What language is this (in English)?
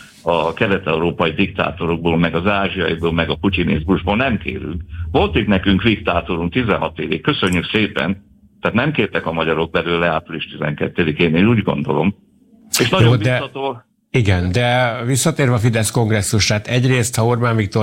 Hungarian